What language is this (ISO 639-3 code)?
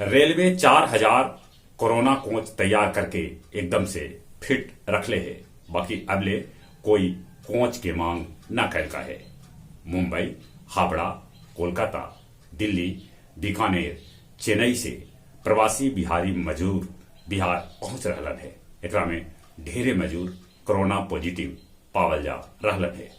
mag